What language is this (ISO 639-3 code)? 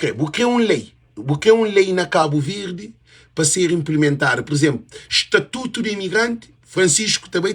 kea